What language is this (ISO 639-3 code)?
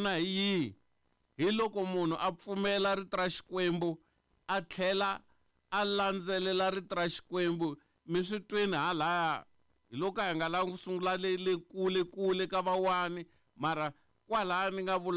tso